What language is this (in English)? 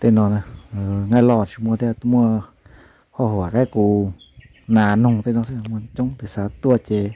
Hmong